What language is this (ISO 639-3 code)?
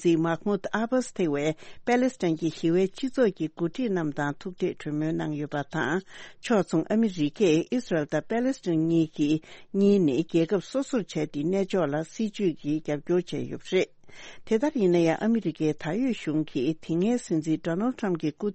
bod